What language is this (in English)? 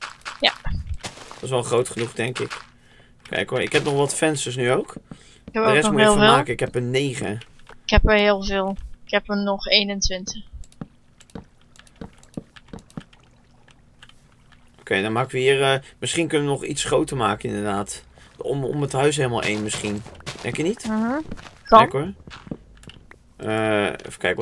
Dutch